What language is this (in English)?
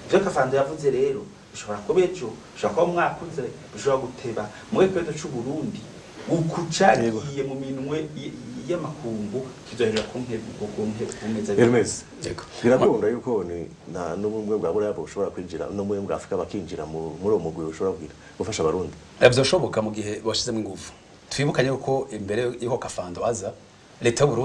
Rundi